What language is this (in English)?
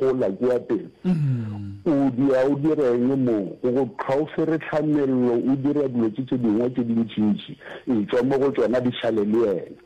Northern Sotho